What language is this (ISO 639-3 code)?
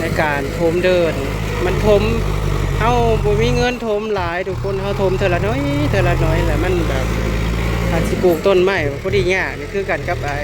tts